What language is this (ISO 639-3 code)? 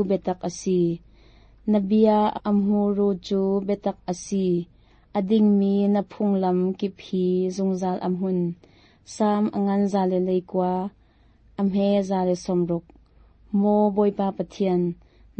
cnh